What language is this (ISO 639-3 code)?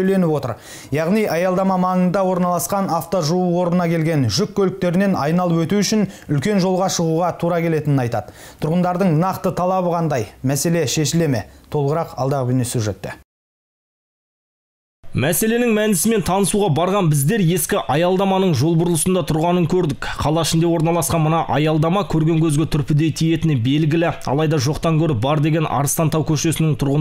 kaz